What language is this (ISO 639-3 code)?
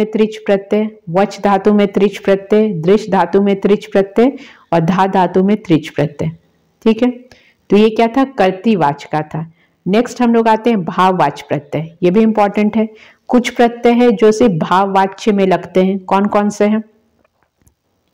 hin